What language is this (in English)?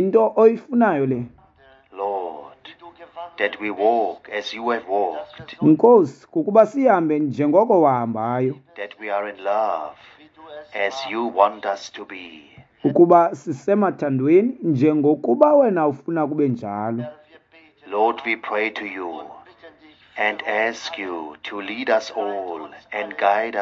Xhosa